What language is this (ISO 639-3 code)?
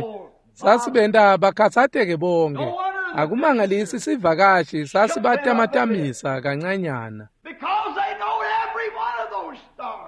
ssw